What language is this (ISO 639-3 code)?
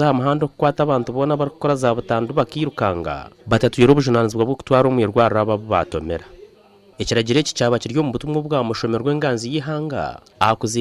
nyn